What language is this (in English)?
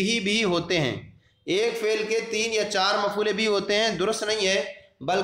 Urdu